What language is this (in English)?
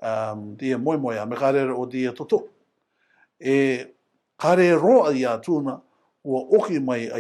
Rarotongan